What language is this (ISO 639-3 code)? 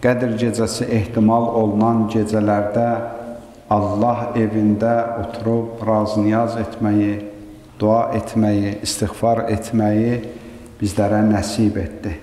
aze